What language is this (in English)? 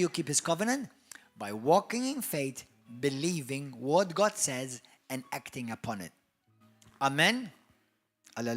English